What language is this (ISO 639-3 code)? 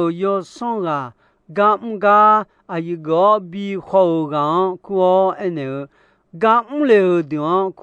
ahk